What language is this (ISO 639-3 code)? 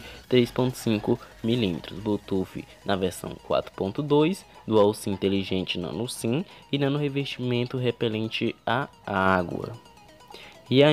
por